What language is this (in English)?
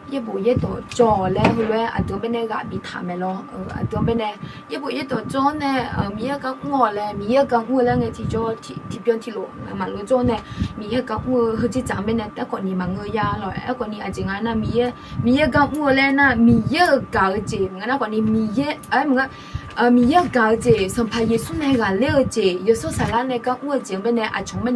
Akha